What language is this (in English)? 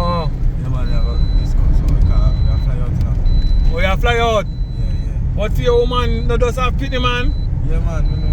Jamaican Creole English